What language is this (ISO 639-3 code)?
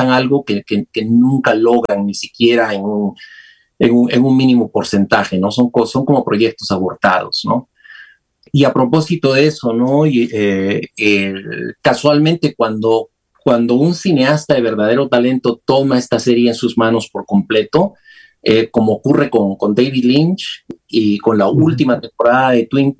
spa